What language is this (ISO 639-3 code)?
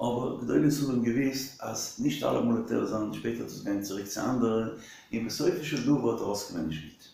yid